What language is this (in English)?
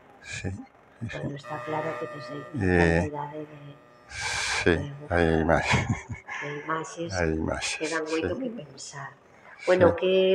Galician